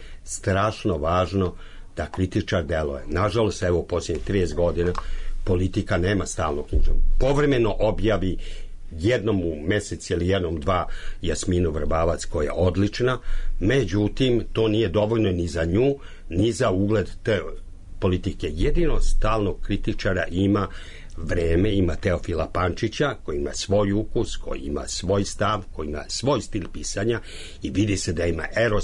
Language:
Serbian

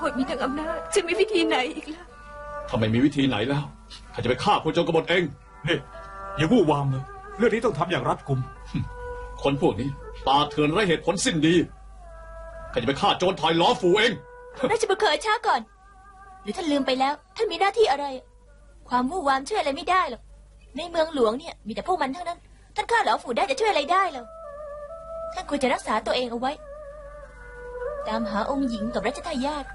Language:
Thai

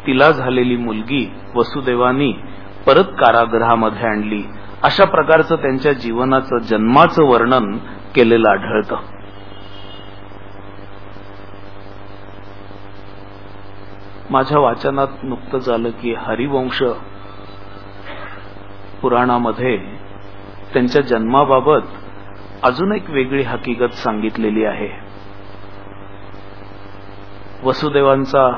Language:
Marathi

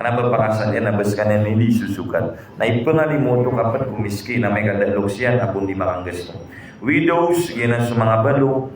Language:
Maranao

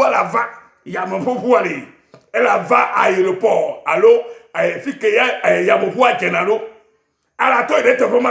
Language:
Ewe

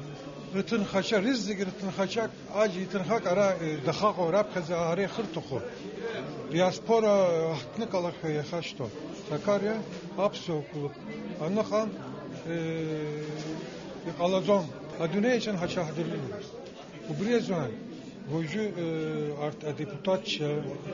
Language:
Abkhazian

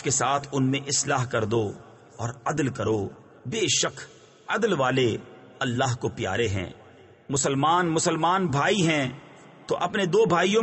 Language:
Urdu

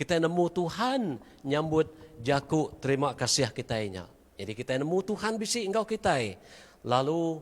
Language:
Iban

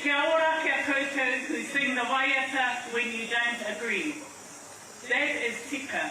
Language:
Māori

